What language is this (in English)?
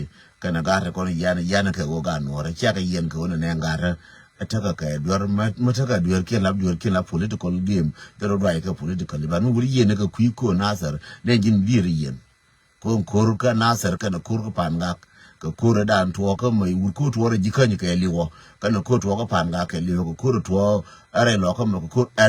Nuer